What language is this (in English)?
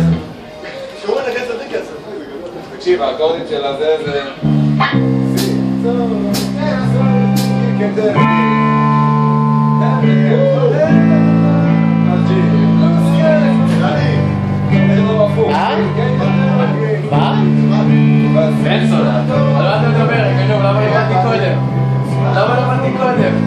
Hebrew